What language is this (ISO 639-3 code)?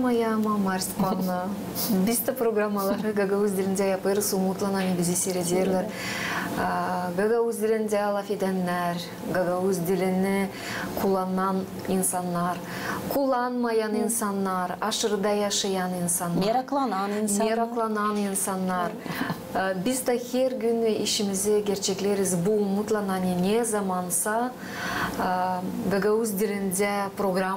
gag